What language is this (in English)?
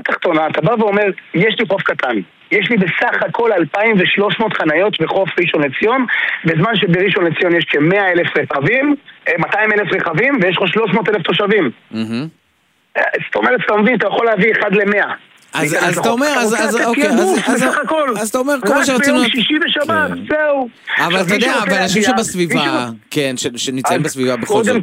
Hebrew